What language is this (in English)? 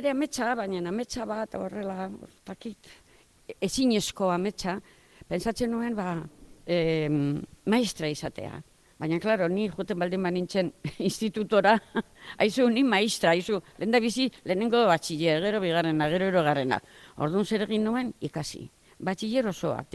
Basque